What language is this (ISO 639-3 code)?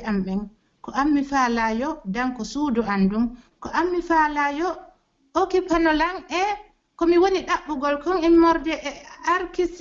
fuf